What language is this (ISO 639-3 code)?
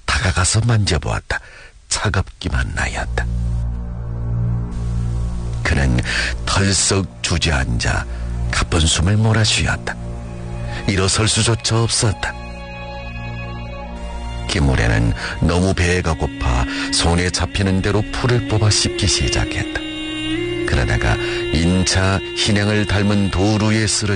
kor